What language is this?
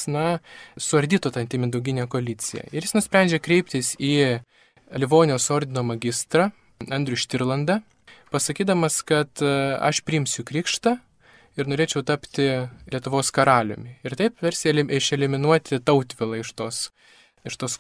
Lithuanian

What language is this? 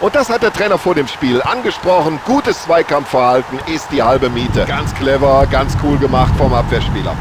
Bavarian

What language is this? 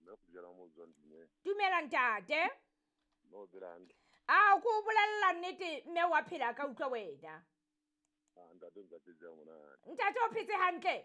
Southern Sotho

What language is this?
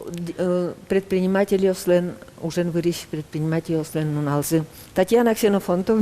Udmurt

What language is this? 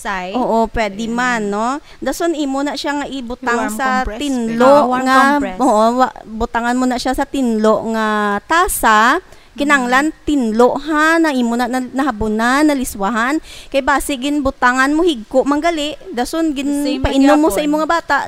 Hiligaynon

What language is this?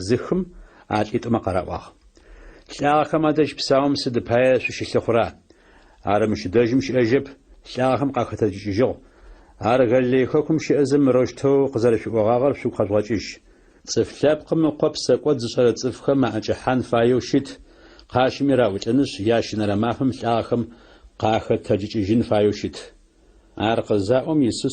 Adyghe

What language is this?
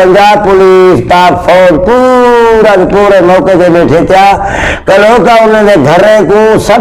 Saraiki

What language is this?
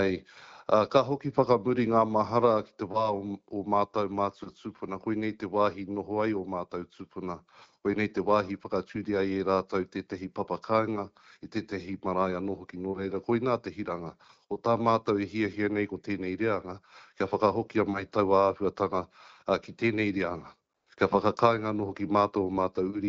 Māori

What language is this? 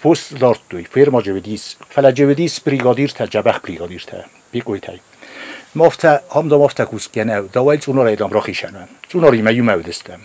Ossetic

